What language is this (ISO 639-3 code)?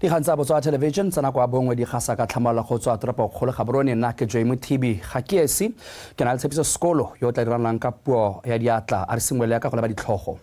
tsn